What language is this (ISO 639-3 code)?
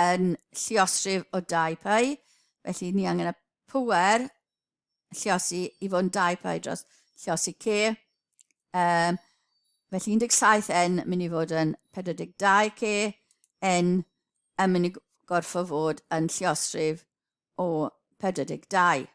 cym